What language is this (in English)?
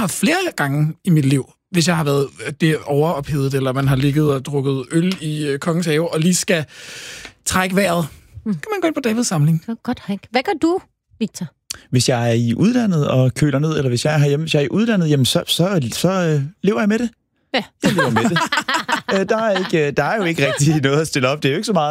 Danish